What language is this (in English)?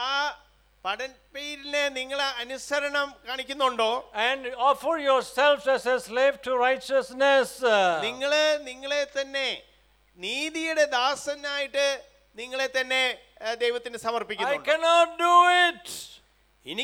Malayalam